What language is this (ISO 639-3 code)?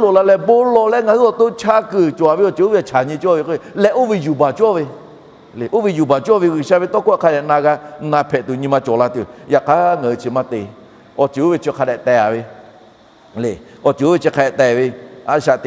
lhu